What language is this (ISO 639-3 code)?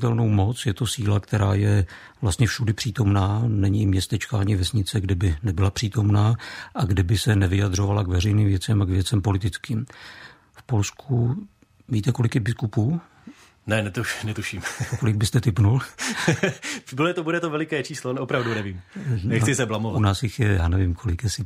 ces